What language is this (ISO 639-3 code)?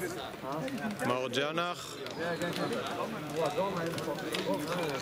heb